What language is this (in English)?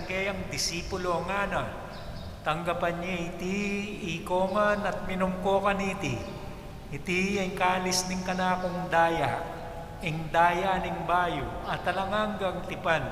Pampanga